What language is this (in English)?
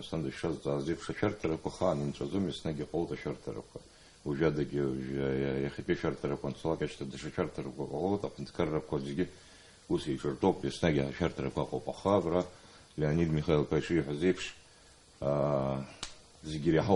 Abkhazian